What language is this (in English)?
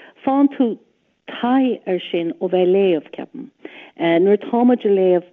Irish